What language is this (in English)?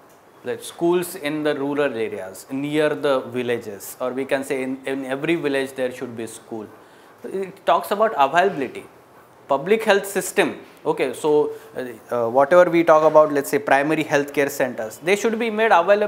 English